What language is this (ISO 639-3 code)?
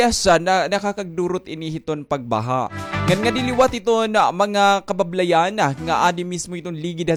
war